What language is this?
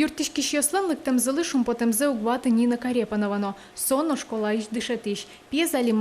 Udmurt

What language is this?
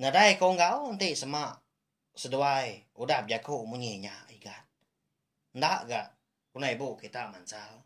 Iban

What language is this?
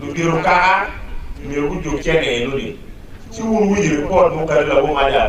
Acoli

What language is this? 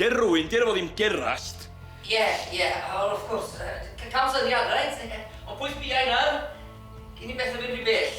Welsh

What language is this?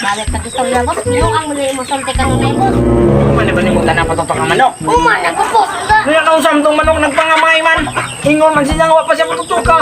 Cebuano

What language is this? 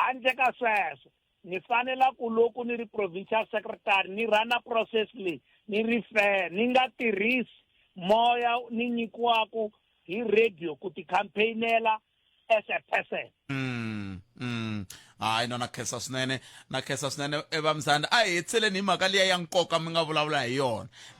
Tsonga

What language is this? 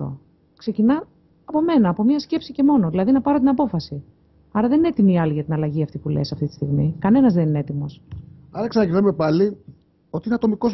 Greek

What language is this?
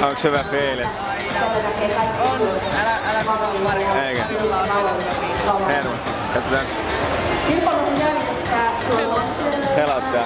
Finnish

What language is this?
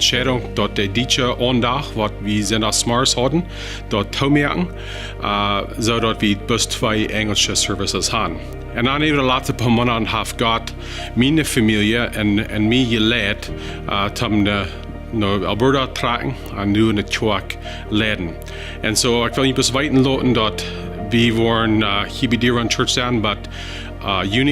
Plautdietsch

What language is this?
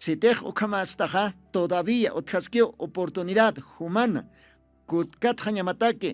Aymara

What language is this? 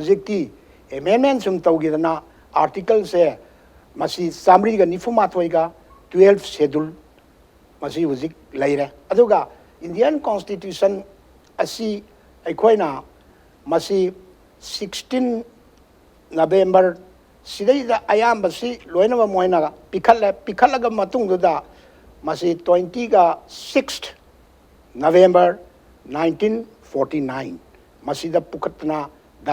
Manipuri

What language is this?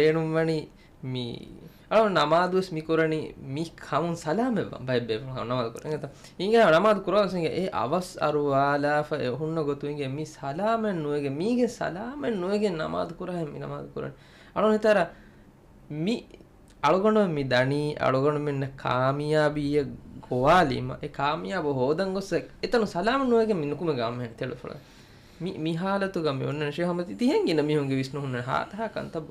Divehi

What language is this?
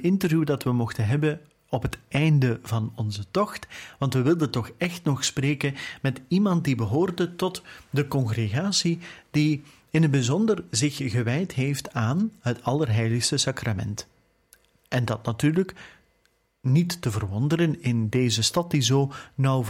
Dutch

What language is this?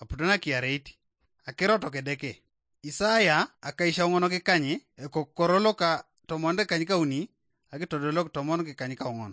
Teso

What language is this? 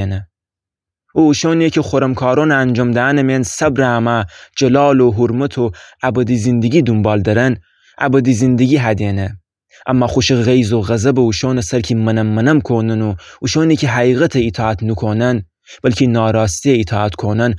Gilaki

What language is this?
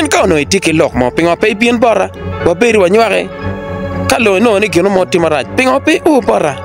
Acoli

